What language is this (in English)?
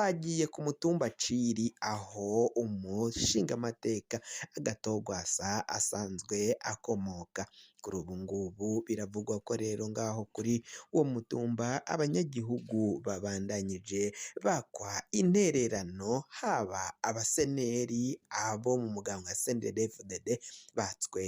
Rundi